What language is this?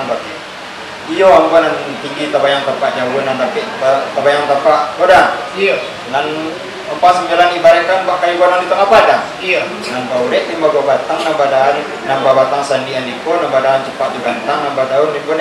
Minangkabau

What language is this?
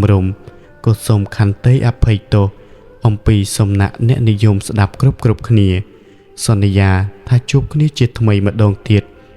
Khmer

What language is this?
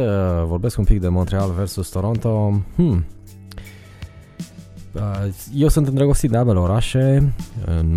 Romanian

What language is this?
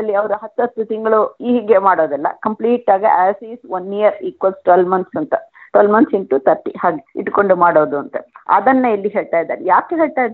Kannada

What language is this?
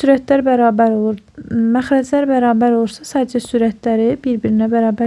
Azerbaijani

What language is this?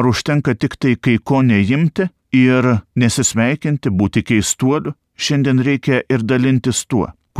Lithuanian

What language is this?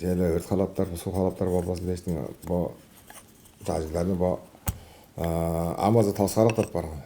Tuvinian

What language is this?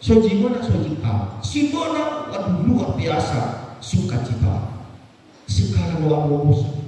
Nias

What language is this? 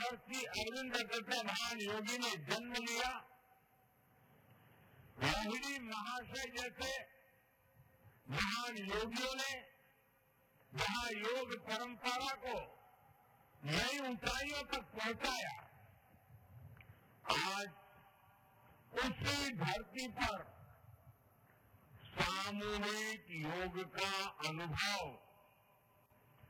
Hindi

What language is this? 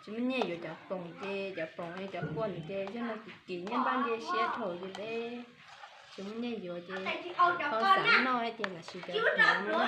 Hmong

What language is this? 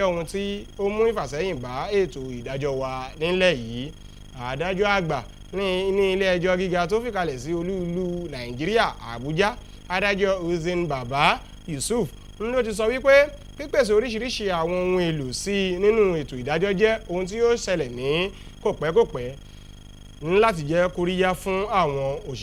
Yoruba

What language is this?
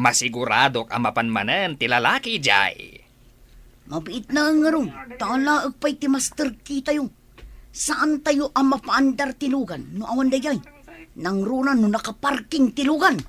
Iloko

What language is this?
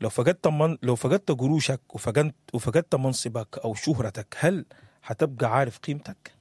Sudanese Arabic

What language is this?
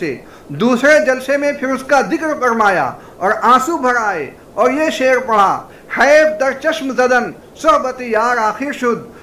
Urdu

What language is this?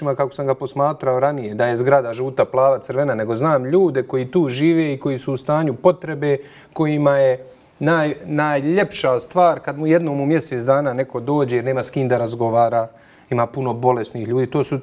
Bosnian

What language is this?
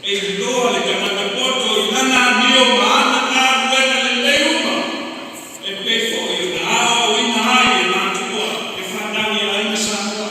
Samoan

